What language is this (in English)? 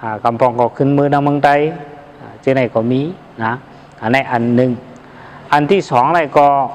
Shan